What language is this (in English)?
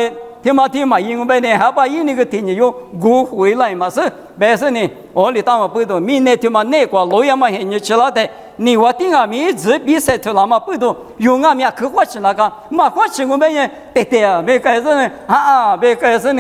Lisu